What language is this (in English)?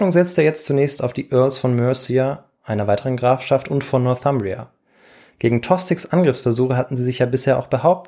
German